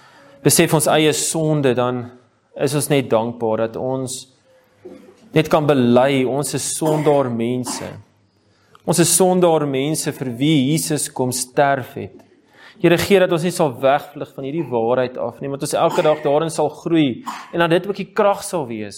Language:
Afrikaans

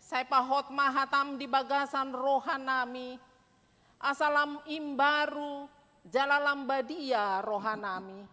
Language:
Batak Toba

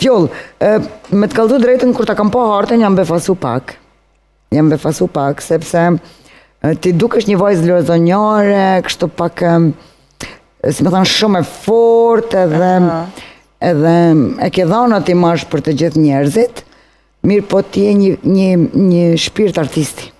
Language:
Albanian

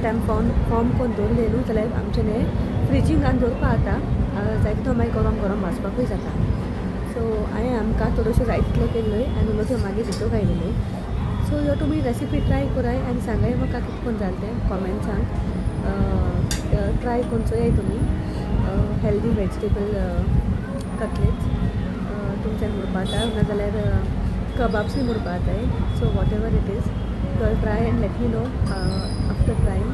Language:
Konkani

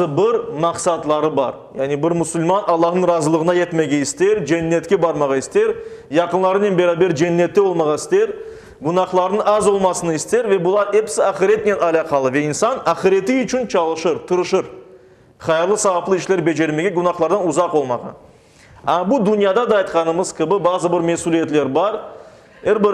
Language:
Crimean Tatar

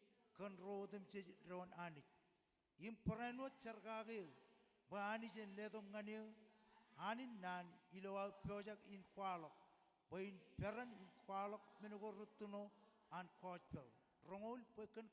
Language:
Marshallese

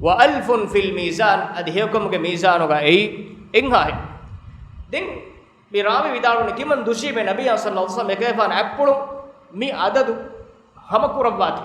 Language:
Divehi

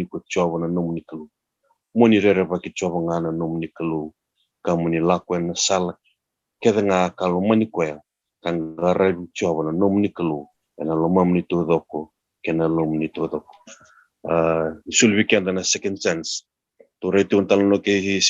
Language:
Fijian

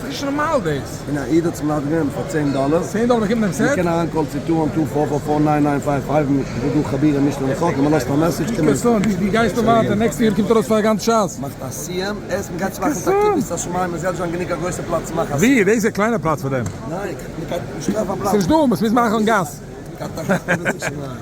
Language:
Yiddish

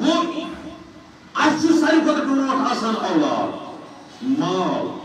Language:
Kashmiri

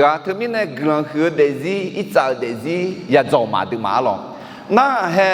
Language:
Akha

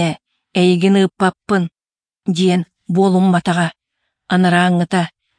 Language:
Yakut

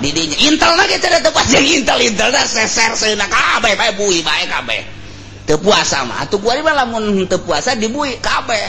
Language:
Sundanese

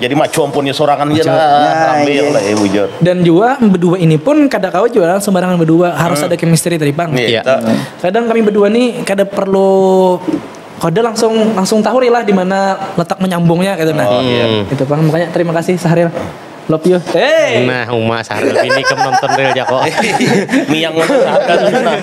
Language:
Banjar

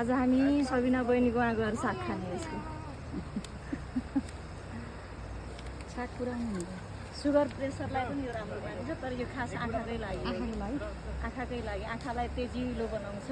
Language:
Nepali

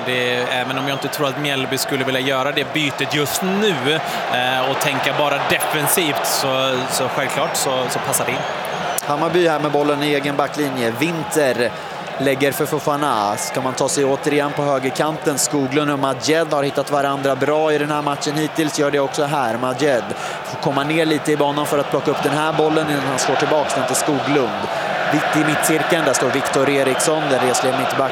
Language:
Swedish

